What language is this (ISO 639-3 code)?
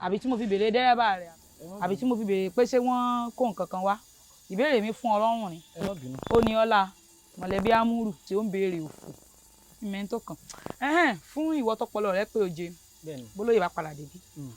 yor